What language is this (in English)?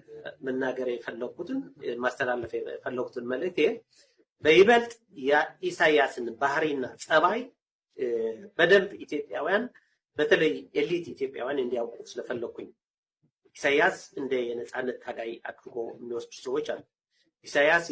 Amharic